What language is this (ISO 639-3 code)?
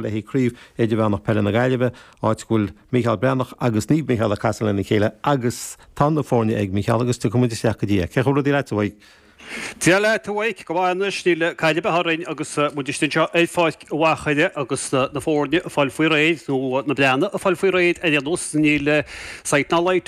gle